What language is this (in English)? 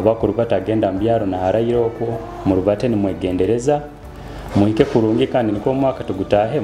Nyoro